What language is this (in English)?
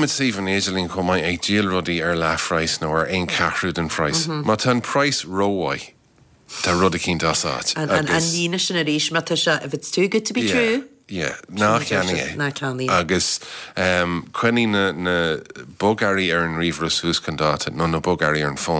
Irish